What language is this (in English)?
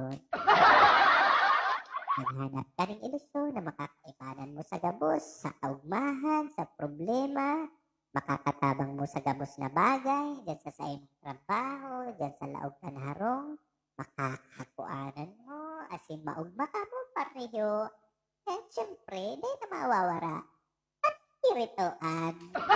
Bikol